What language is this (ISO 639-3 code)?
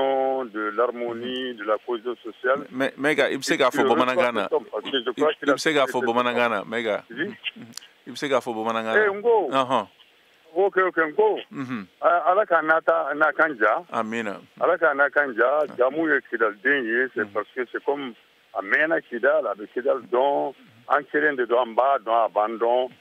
bam